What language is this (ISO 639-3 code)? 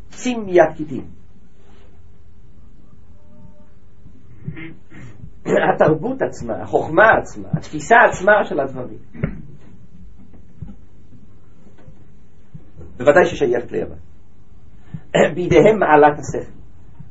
heb